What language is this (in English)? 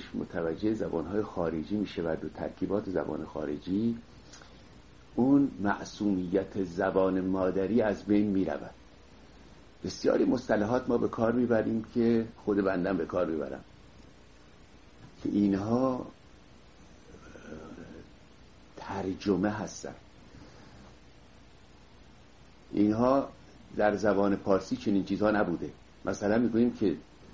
Persian